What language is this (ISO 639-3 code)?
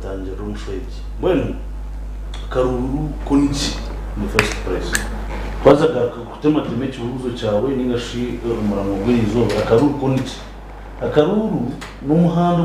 nyn